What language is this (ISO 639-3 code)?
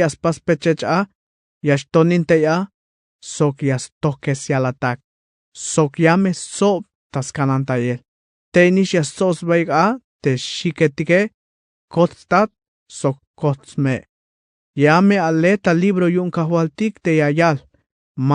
tzh